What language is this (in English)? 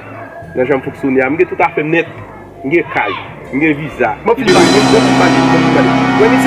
Haitian Creole